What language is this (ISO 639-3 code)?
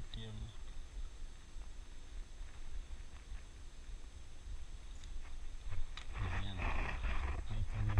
ind